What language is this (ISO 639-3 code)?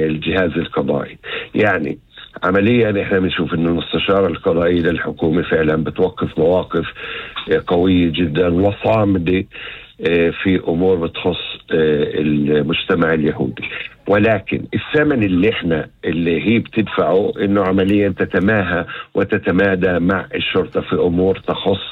apc